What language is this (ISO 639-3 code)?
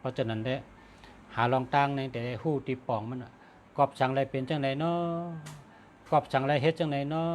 shn